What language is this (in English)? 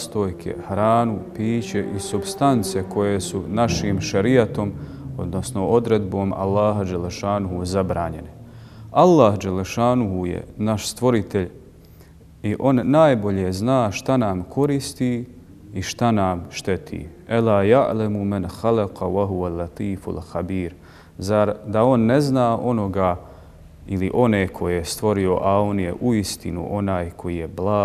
Bosnian